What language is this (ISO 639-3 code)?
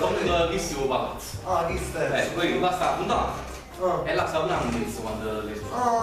nap